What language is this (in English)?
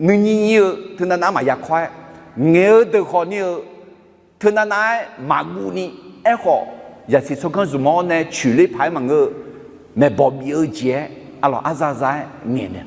Akha